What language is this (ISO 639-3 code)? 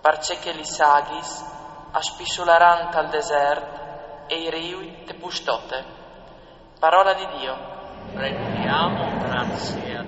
fur